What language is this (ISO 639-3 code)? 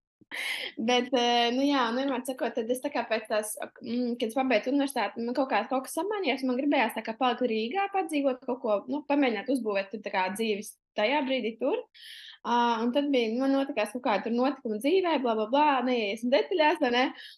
lav